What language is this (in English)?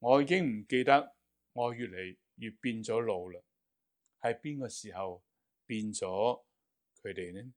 Cantonese